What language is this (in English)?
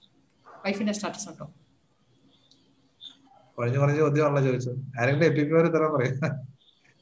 Malayalam